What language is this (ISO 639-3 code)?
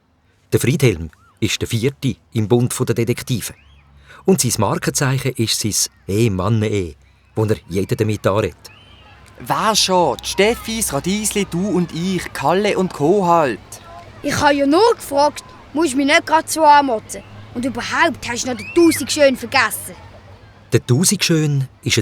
gsw